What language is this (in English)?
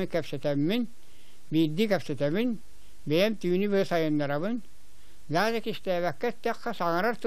Yakut